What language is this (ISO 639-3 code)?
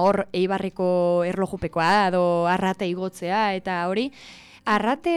eus